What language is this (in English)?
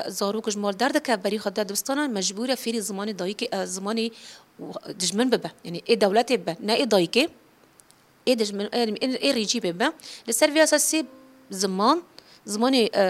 Kurdish